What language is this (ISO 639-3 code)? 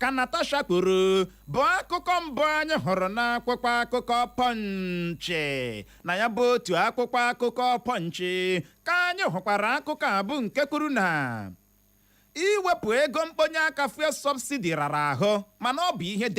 ibo